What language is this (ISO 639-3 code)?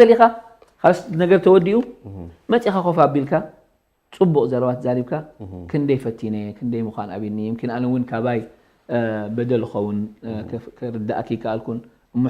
tir